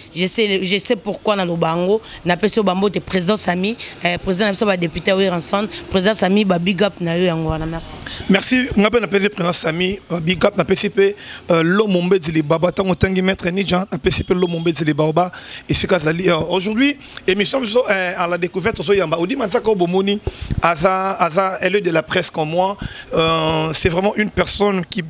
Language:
Lingala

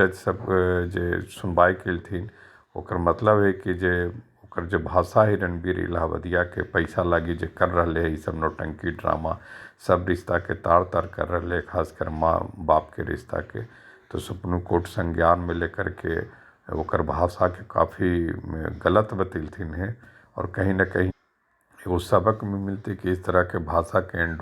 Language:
Magahi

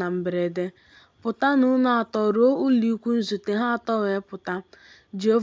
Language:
Igbo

